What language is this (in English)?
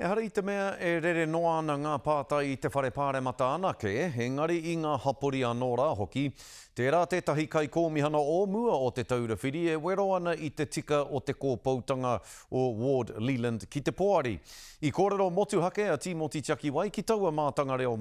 Māori